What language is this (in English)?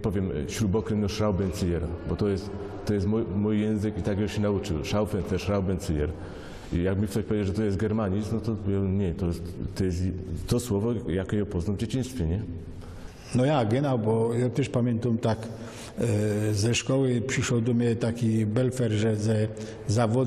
Silesian